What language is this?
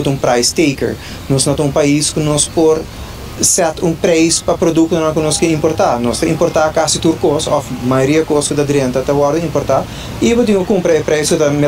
Papiamento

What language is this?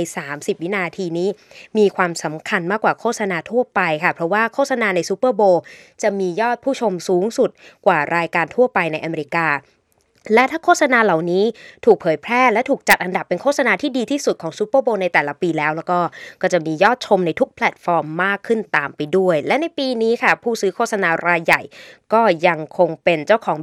Thai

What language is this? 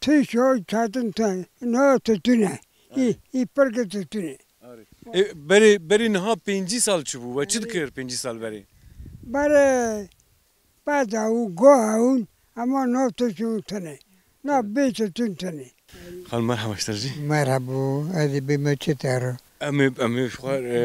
Kurdish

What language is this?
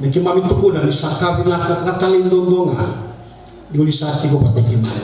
Fijian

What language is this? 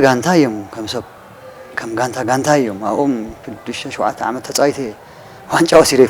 Tigrinya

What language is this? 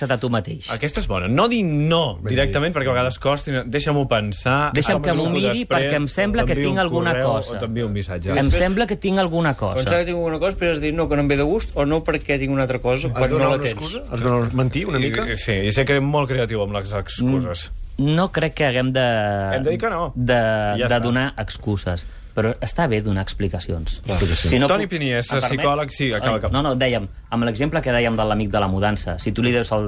Catalan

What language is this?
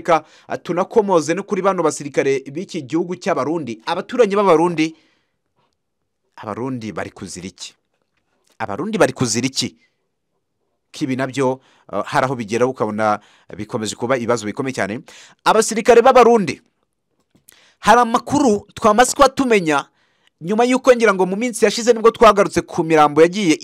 Kinyarwanda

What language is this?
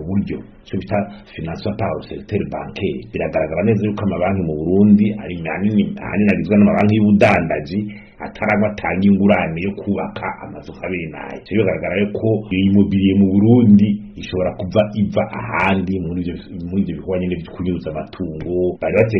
Rundi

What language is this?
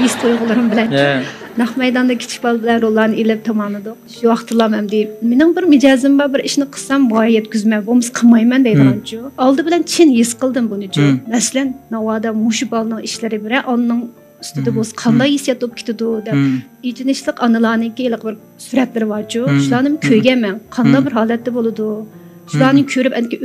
Uyghur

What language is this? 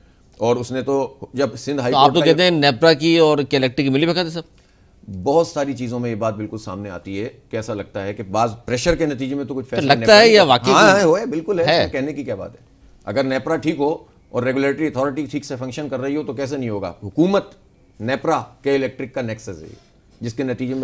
Urdu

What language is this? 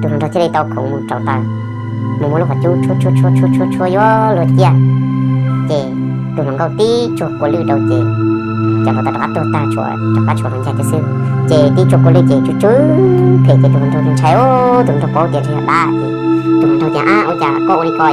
Hmong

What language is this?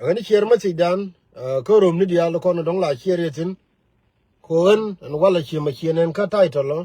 Nuer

